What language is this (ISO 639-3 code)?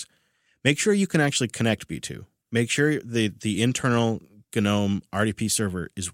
eng